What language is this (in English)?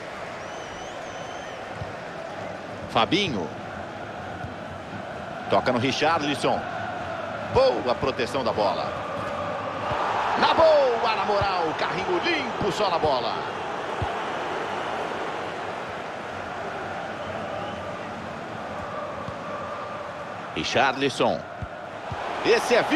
Portuguese